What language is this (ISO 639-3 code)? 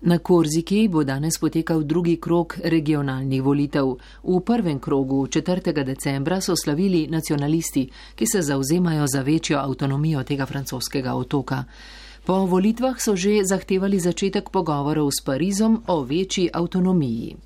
slv